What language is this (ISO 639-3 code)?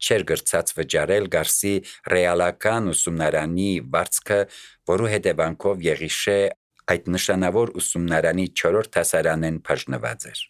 hye